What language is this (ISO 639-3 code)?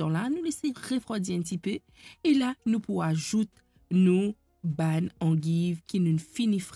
mfe